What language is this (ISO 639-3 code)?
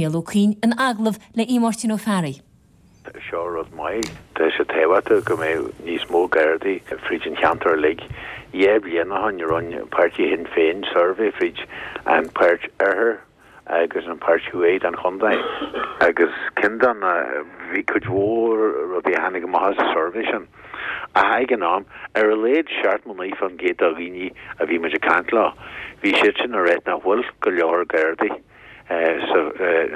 gle